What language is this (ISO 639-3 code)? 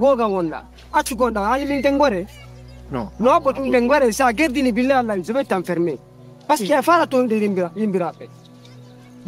ful